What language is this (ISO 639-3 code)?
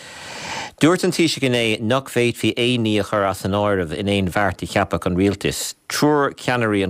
gle